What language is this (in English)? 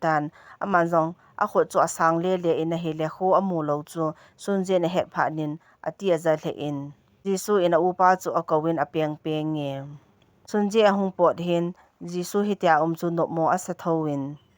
Thado Chin